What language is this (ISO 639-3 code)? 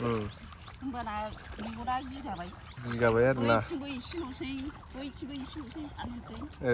brx